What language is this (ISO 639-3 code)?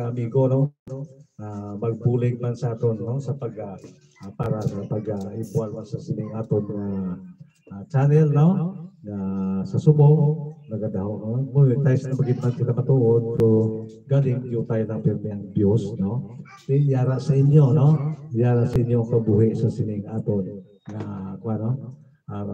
hil